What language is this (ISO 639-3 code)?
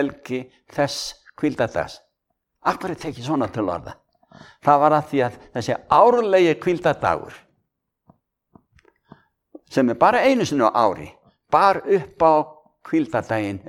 isl